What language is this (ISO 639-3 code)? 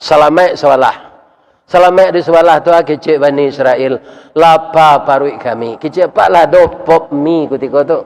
min